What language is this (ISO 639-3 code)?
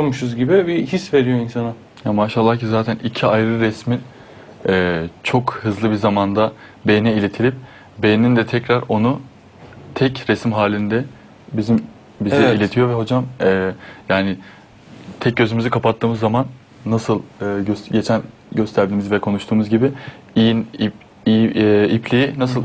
tur